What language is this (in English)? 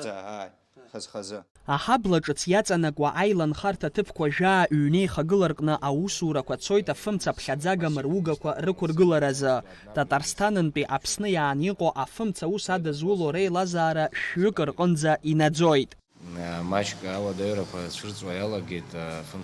Abkhazian